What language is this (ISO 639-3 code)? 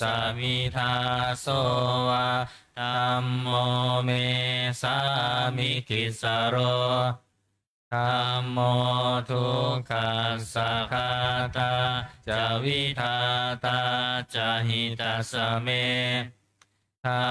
pli